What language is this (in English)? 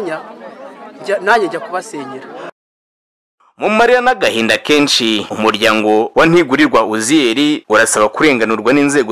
Kinyarwanda